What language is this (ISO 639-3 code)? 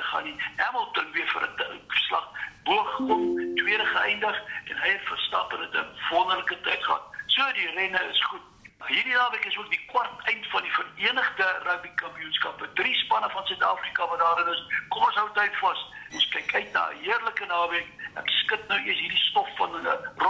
afr